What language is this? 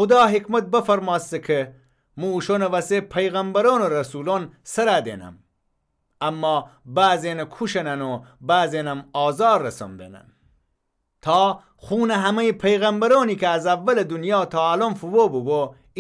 Gilaki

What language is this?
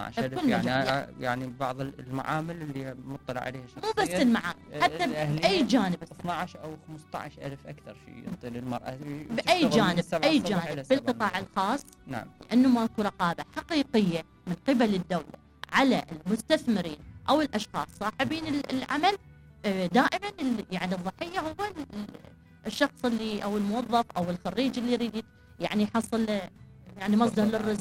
Mesopotamian Arabic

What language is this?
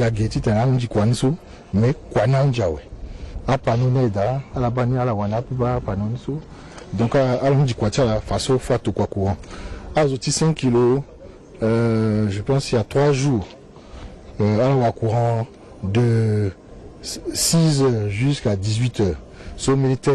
Sango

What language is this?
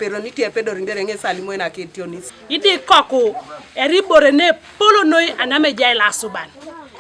Teso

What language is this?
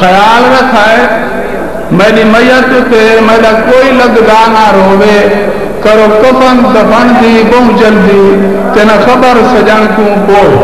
Saraiki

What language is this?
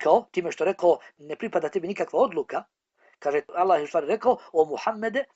Bosnian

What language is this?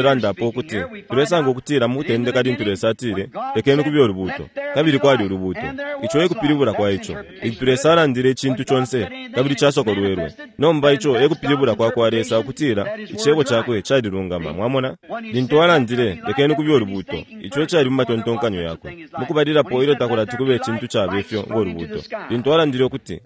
Bemba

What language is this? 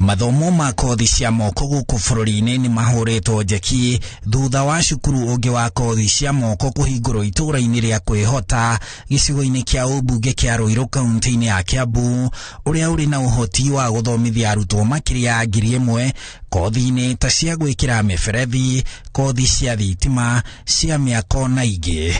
Kikuyu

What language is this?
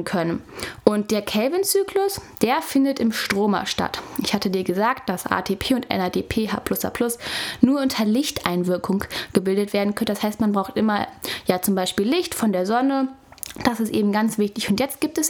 German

